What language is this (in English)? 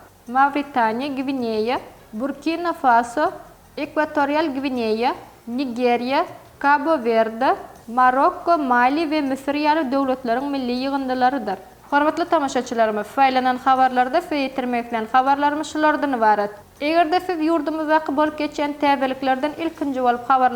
Turkmen